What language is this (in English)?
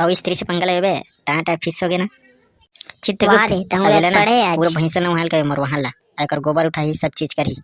Chhattisgarhi